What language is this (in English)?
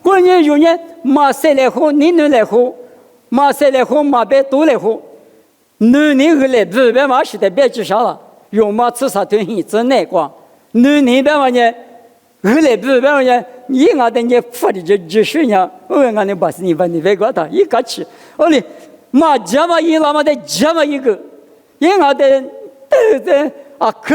Lisu